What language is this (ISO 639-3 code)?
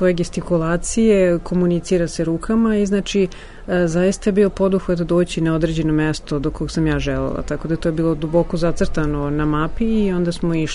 srp